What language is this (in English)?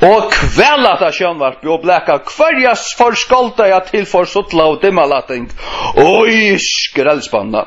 Faroese